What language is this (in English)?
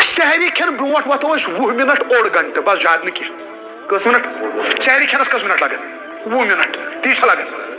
Kashmiri